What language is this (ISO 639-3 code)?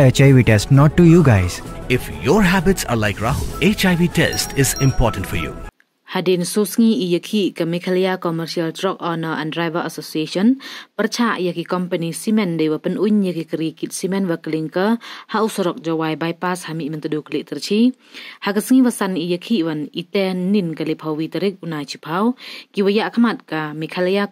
kha